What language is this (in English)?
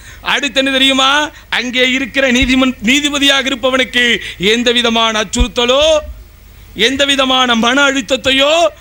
Tamil